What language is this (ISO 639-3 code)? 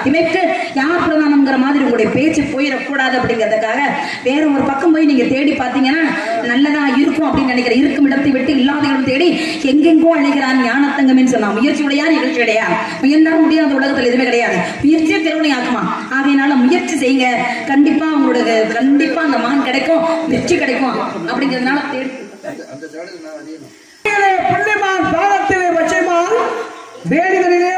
tam